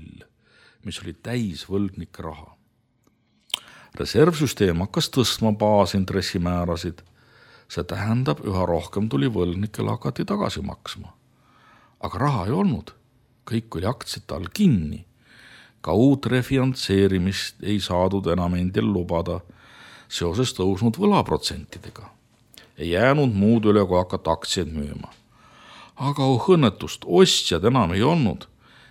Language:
Estonian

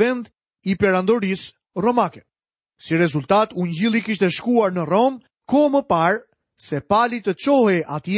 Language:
Albanian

